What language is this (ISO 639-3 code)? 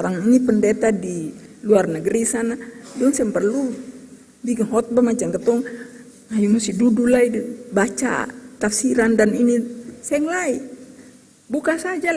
abs